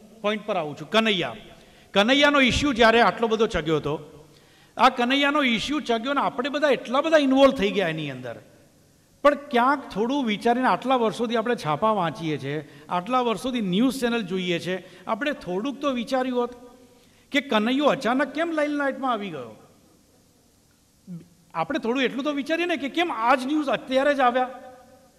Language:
Gujarati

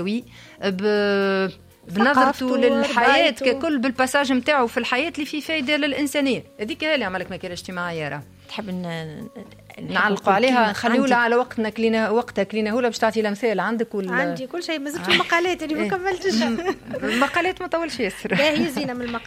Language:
Tunisian Arabic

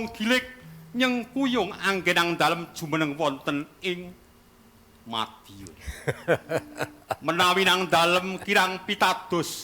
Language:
Javanese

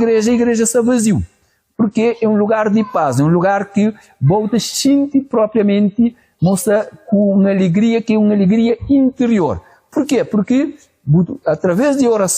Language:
Kabuverdianu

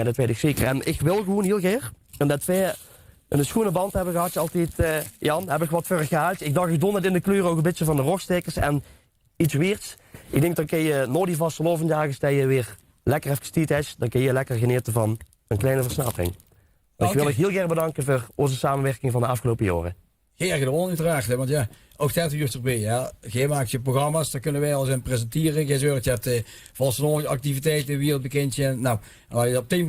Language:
Limburgish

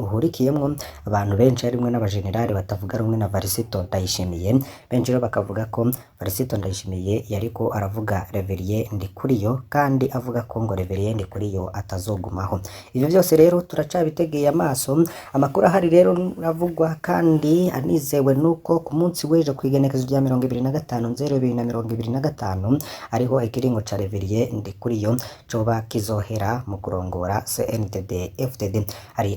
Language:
Rundi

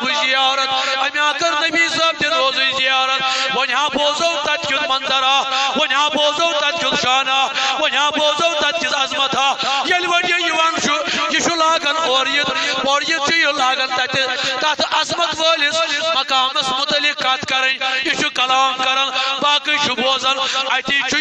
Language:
Kashmiri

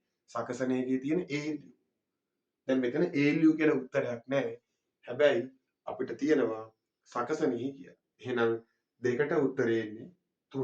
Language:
Sinhala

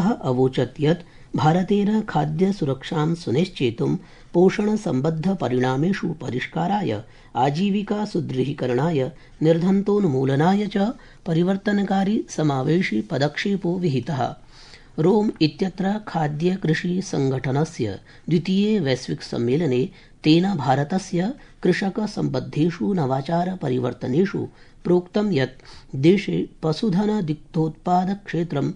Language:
Sanskrit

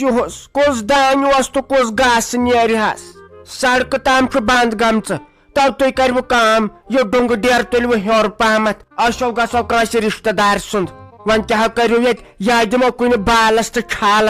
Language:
Kashmiri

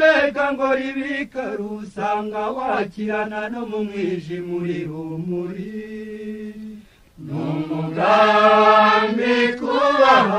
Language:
Kinyarwanda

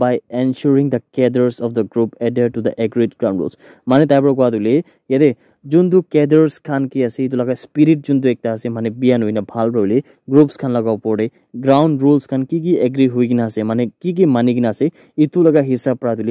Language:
Naga Pidgin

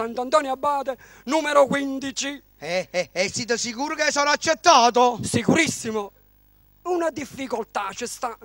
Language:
Neapolitan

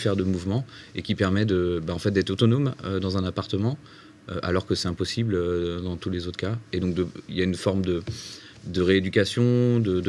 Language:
French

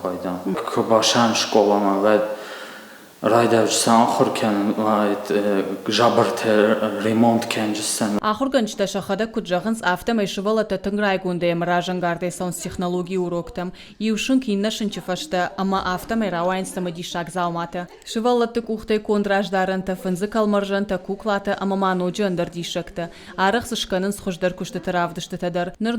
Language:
Ossetic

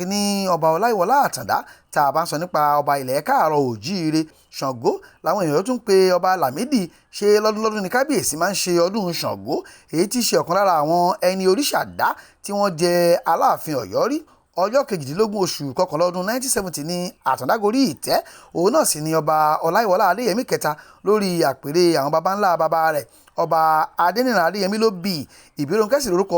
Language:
Yoruba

